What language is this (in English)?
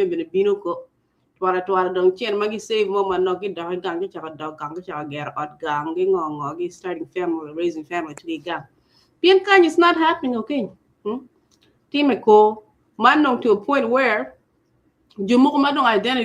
Acoli